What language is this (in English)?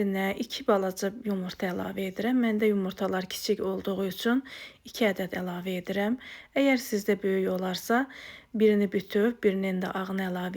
Azerbaijani